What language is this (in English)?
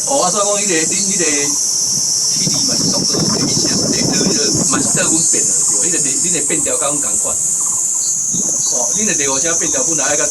Min Nan Chinese